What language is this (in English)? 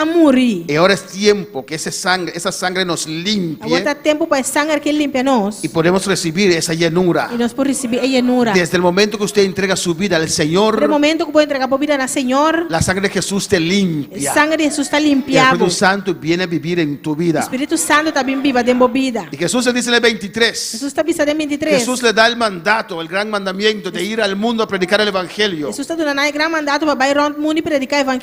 Papiamento